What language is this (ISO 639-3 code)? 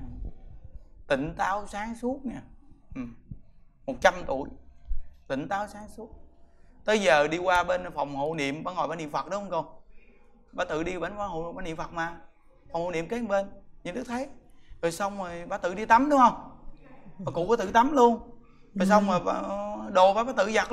vie